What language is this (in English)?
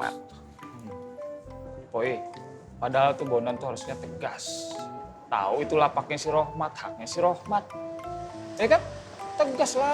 Betawi